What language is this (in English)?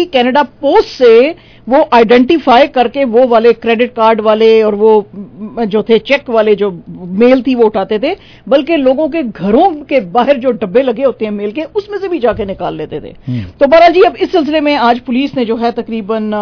Urdu